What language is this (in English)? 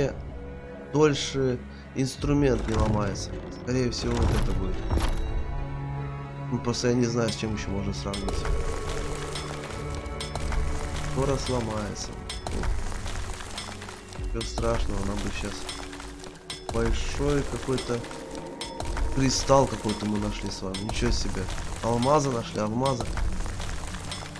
Russian